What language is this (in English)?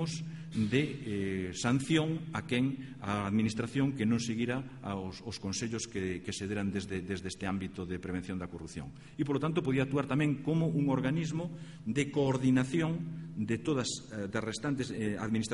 Galician